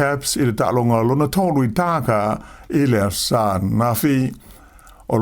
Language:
Samoan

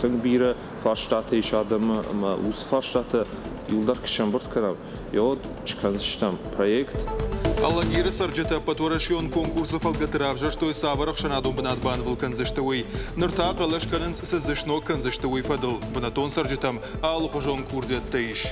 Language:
Ossetic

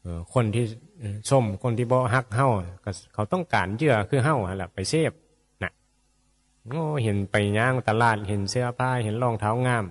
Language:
Northeastern Thai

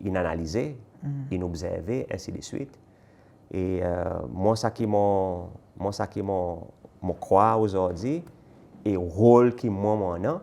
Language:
Seselwa Creole French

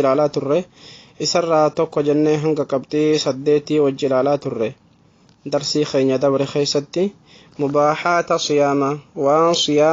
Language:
Oromo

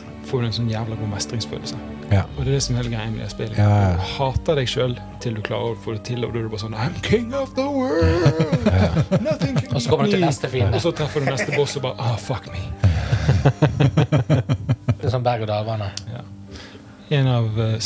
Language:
Norwegian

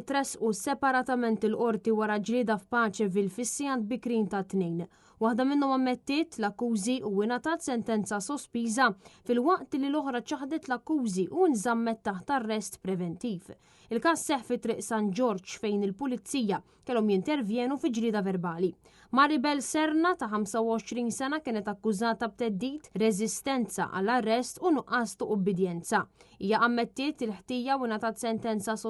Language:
Maltese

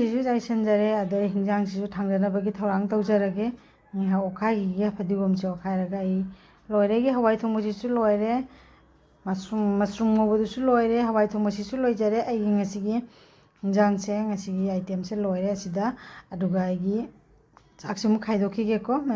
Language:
Manipuri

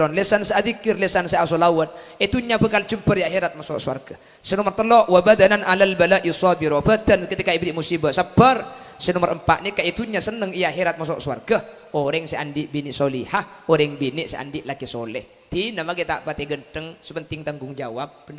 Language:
Madurese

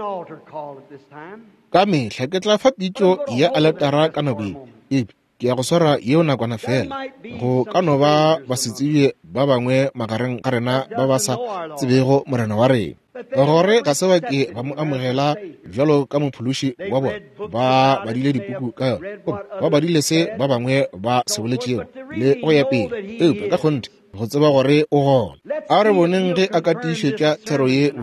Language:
Northern Sotho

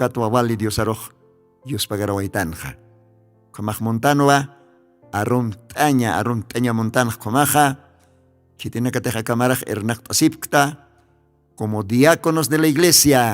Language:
Aymara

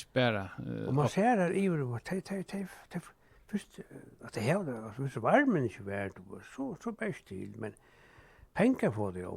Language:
Faroese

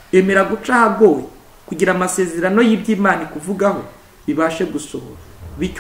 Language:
Kinyarwanda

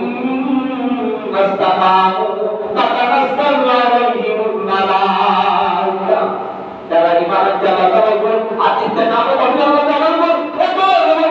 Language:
Sylheti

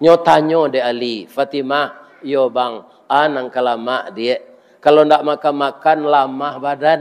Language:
Minangkabau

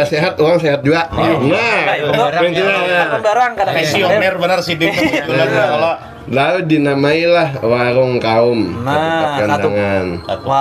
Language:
Banjar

